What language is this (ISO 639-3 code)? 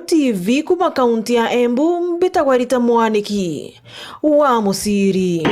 mer